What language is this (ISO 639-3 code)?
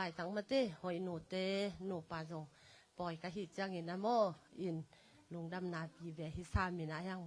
ctd